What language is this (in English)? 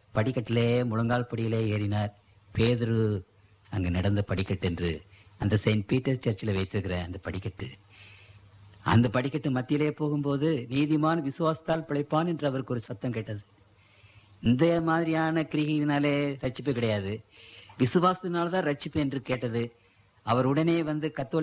Tamil